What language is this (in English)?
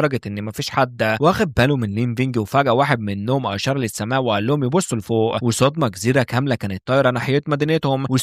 Egyptian Arabic